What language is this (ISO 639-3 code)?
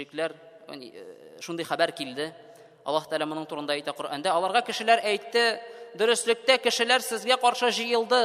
tat